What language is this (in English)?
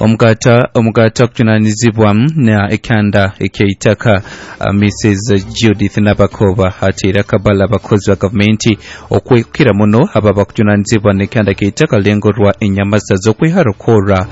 Nyoro